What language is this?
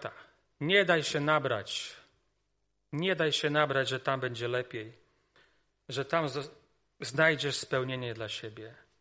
Polish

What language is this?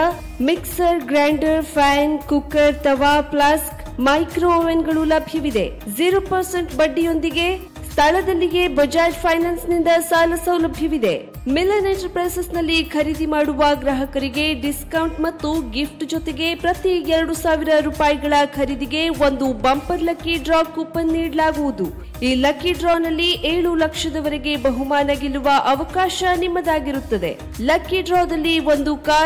Kannada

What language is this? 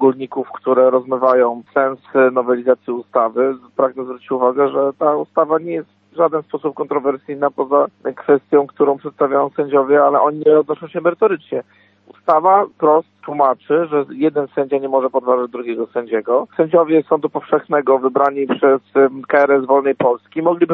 Polish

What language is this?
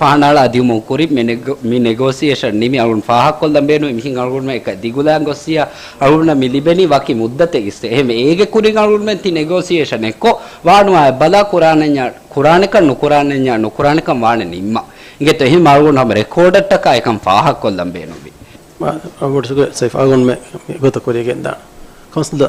Divehi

